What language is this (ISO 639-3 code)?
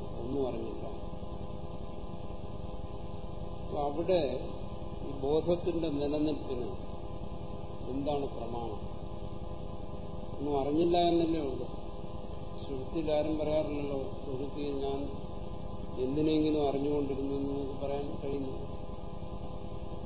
mal